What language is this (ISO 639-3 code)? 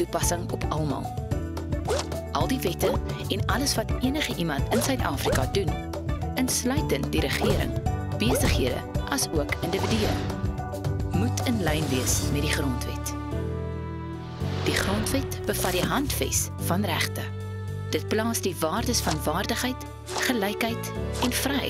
afr